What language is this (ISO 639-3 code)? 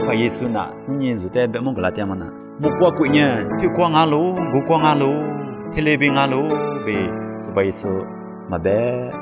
lis